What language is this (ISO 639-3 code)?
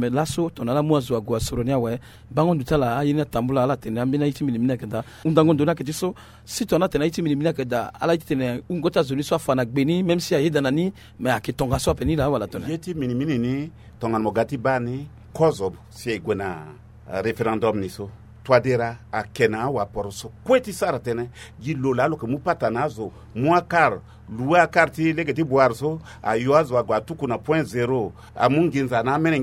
sag